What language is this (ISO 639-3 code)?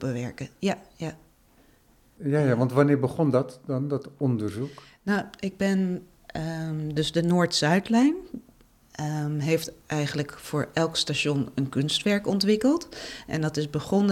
nld